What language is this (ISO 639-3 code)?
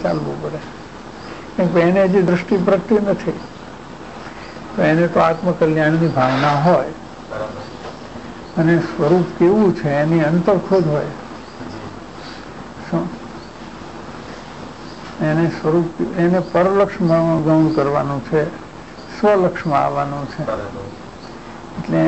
guj